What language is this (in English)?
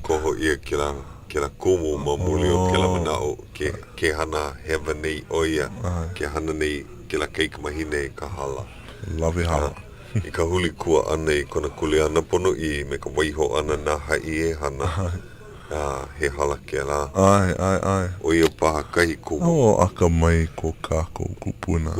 Hawaiian